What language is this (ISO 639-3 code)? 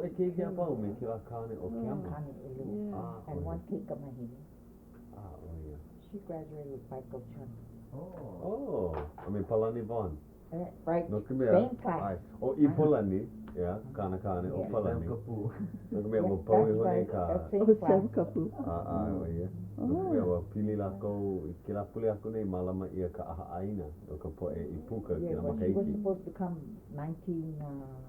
haw